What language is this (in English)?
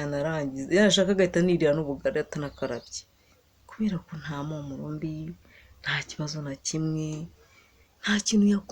Kinyarwanda